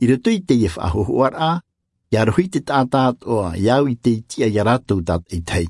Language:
Tahitian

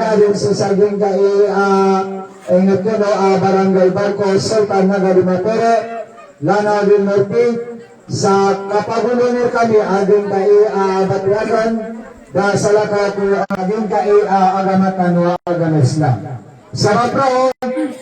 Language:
Maranao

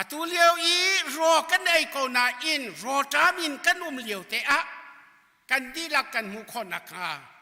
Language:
Hakha Chin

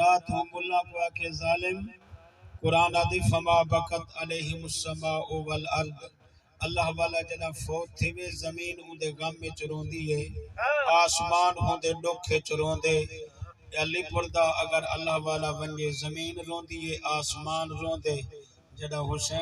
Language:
Saraiki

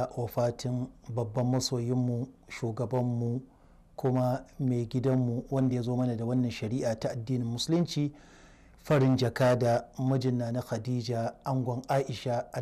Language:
Hausa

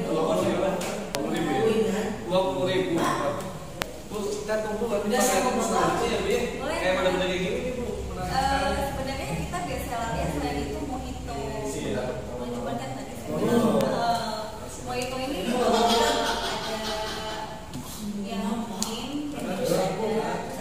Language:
Indonesian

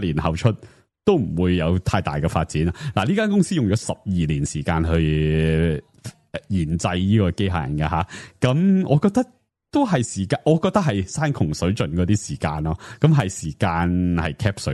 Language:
Cantonese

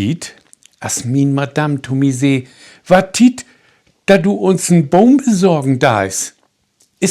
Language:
Low German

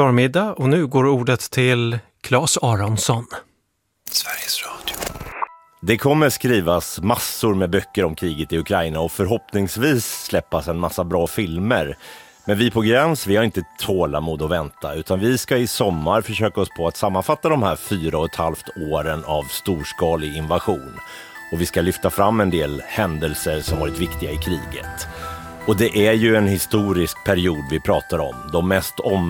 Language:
Swedish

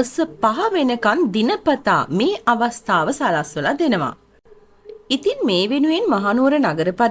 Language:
Sinhala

